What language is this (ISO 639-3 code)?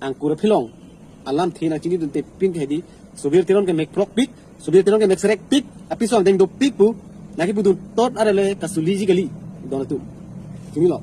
mjw